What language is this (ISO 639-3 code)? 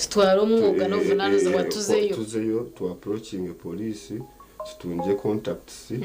nyn